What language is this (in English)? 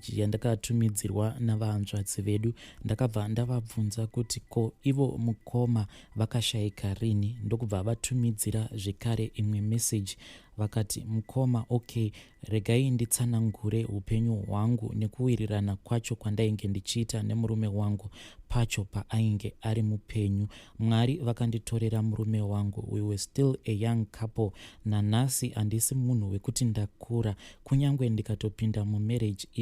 Shona